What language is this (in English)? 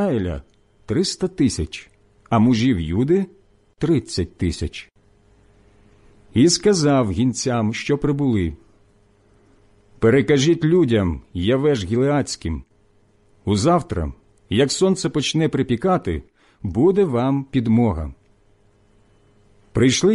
Ukrainian